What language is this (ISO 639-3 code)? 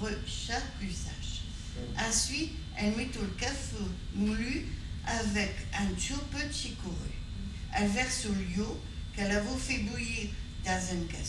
pcd